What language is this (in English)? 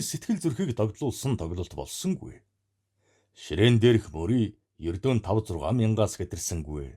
Mongolian